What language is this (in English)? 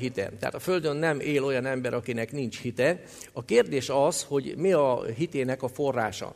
Hungarian